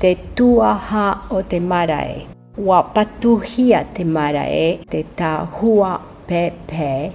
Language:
Tahitian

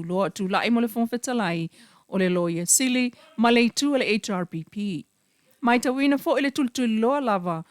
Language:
Samoan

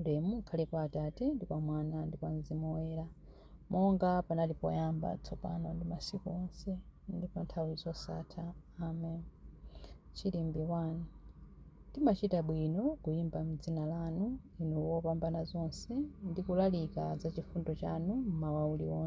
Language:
Nyanja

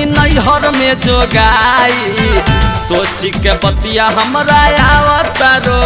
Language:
Bhojpuri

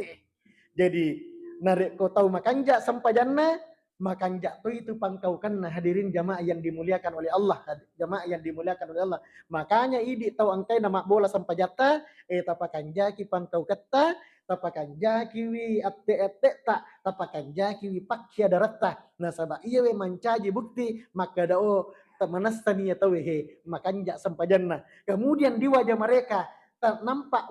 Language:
Buginese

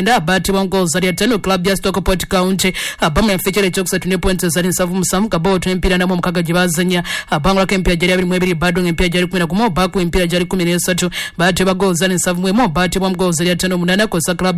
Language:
Ganda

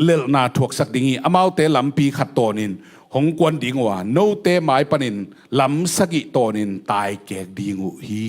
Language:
Tedim Chin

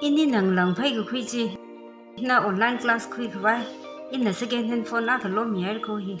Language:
Tangkhul Naga (India)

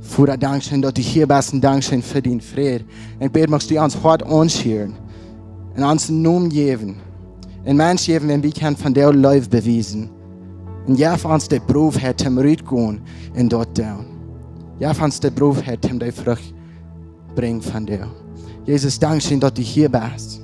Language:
Plautdietsch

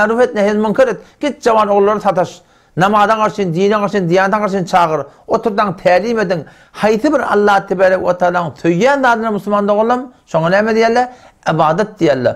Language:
Turkmen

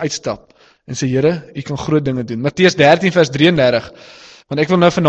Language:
Afrikaans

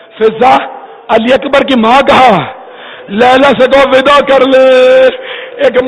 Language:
Urdu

